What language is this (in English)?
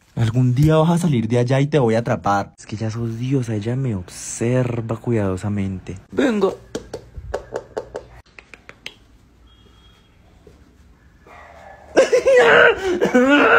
Spanish